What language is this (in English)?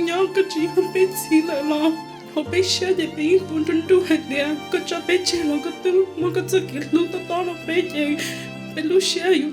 Hmong